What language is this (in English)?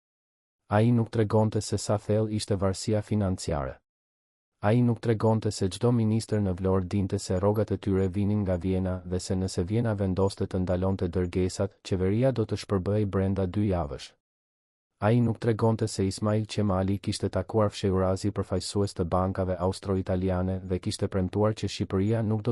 Albanian